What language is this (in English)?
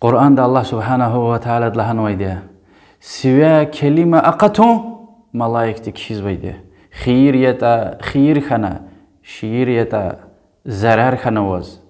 Lezghian